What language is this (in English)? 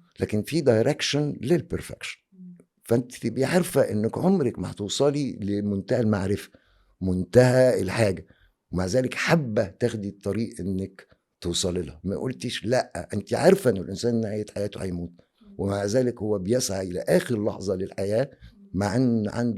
Egyptian Arabic